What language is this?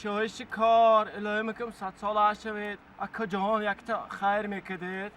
Tajik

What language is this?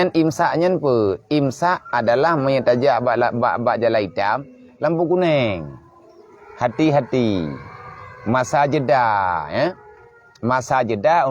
Achinese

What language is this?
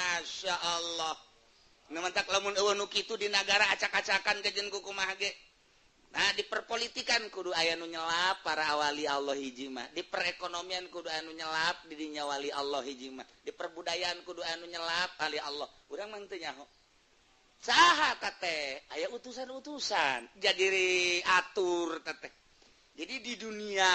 Sundanese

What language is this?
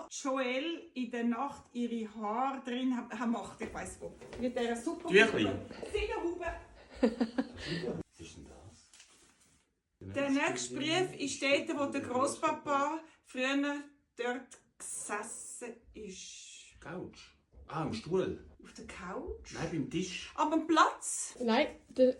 Swiss German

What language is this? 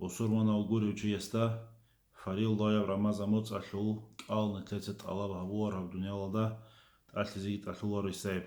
Avaric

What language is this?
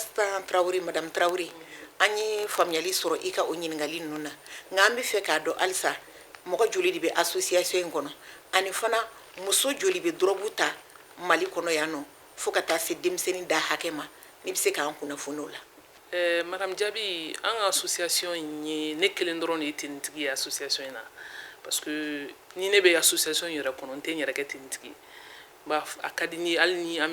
Bambara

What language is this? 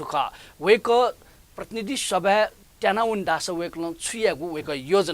Newari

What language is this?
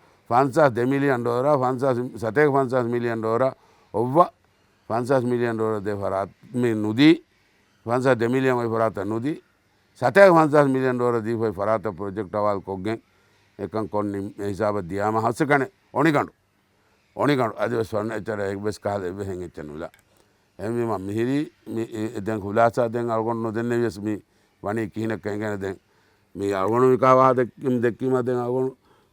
Divehi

